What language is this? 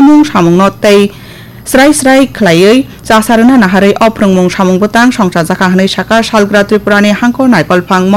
Kok Borok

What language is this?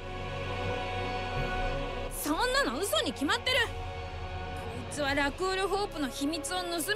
Japanese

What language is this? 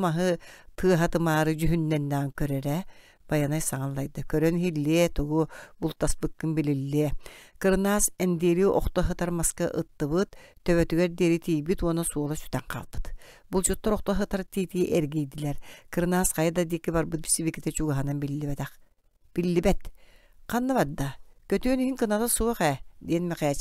Yakut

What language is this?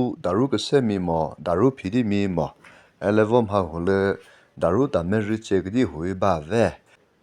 Chokri Naga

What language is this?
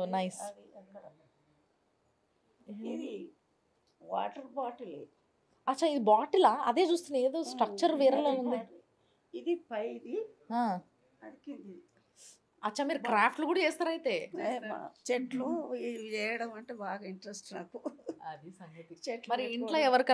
Telugu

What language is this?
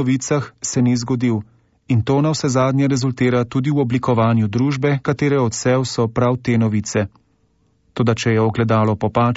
Slovenian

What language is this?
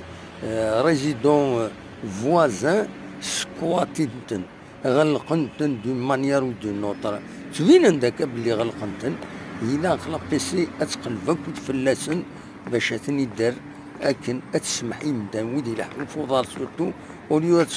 Kabyle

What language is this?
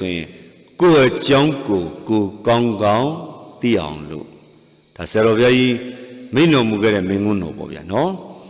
Burmese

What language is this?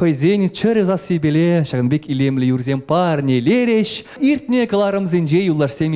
Chuvash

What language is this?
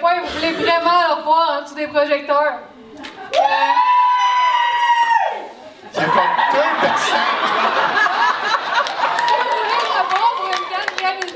French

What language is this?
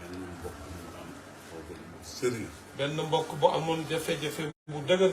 Wolof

